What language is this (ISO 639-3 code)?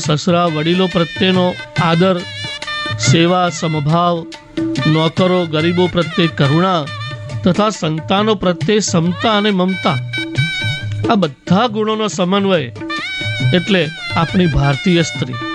guj